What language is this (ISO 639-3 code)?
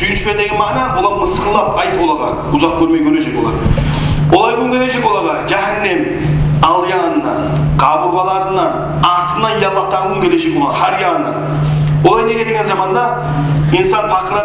kum